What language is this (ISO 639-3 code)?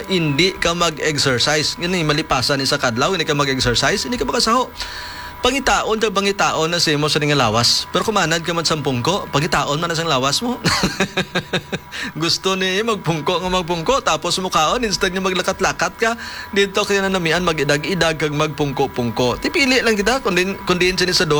hil